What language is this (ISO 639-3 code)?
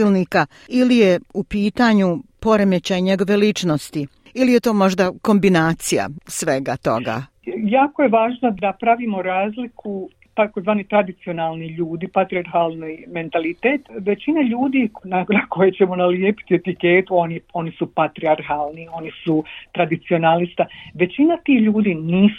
bos